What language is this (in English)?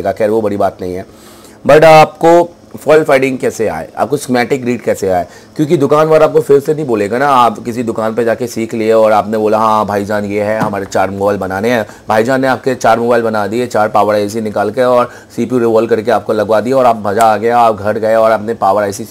Hindi